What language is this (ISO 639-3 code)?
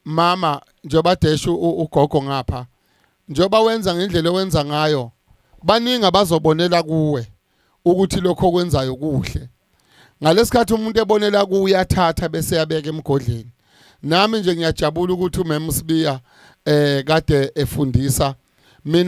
zul